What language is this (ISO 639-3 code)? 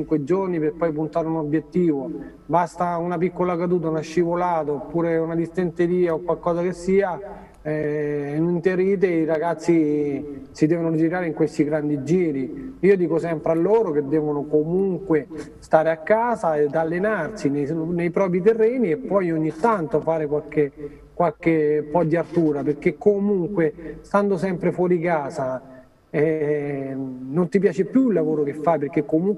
ita